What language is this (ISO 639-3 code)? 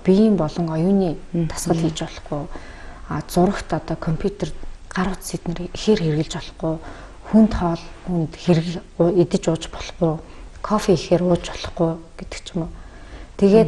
mon